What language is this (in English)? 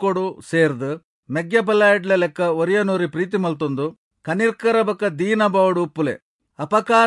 Tulu